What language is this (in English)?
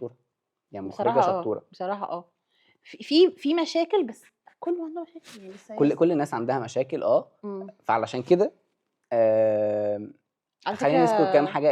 Egyptian Arabic